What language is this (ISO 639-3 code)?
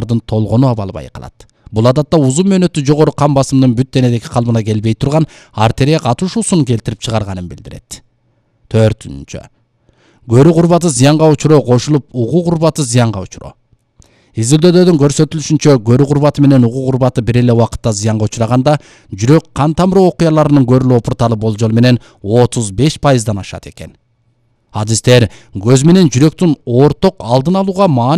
kir